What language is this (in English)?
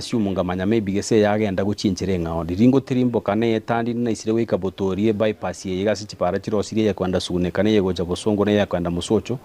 Gusii